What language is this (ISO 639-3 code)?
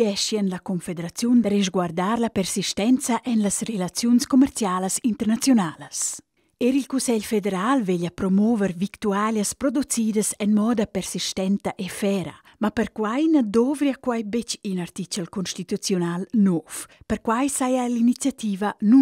roh